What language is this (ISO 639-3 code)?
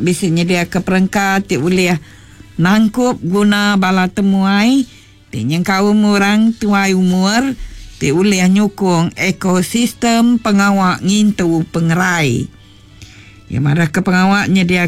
iba